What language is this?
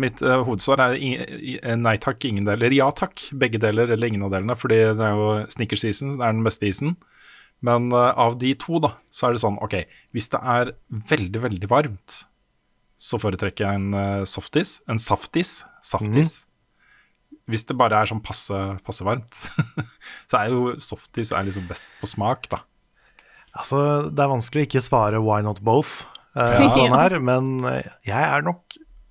Norwegian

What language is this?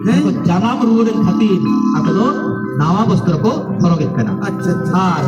Santali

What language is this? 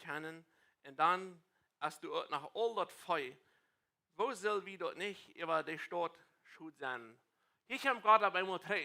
Plautdietsch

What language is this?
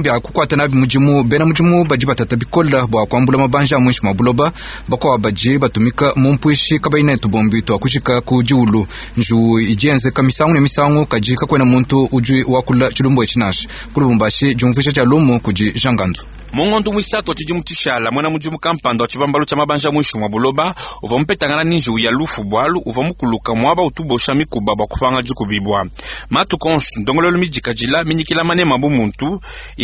Luba-Lulua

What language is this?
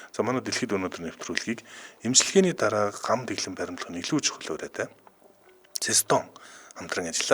Mongolian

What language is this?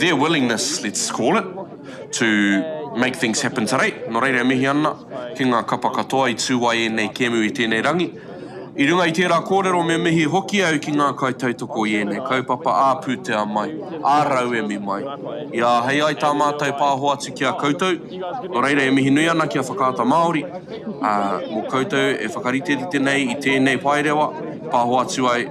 Māori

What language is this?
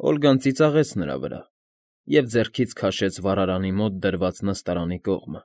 Armenian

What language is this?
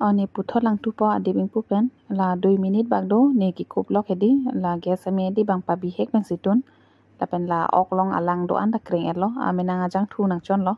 Karbi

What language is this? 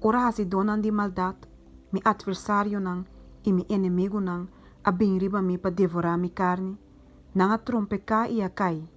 Papiamento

